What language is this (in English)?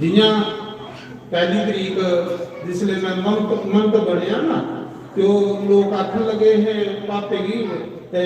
Dogri